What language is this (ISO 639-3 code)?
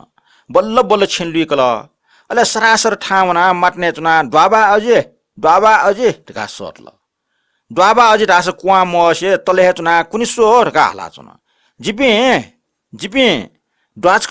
new